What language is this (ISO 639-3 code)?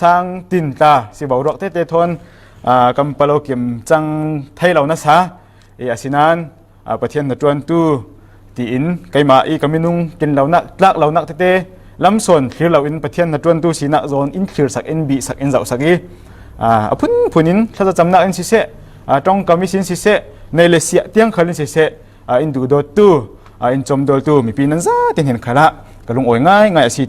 cfm